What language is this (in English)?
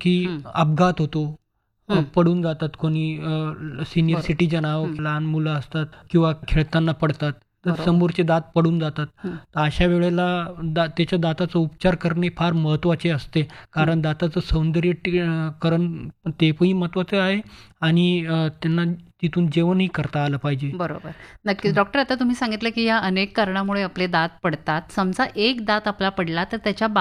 Marathi